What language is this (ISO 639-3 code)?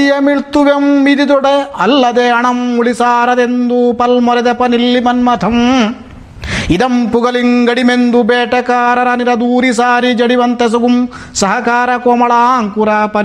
kan